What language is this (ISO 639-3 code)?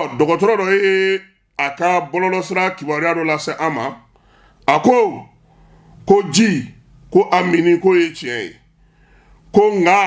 bam